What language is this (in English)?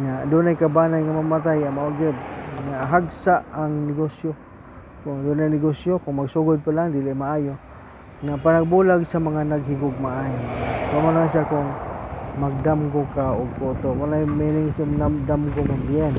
Cebuano